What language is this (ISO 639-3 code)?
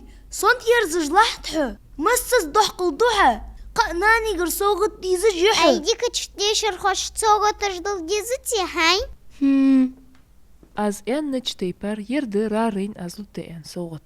inh